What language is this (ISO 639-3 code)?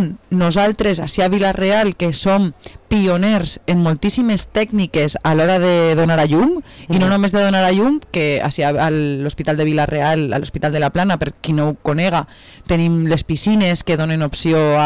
cat